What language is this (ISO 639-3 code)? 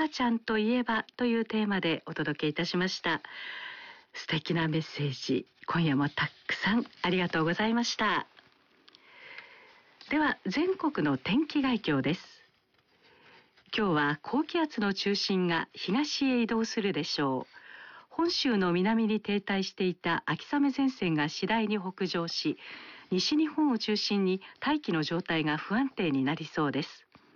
jpn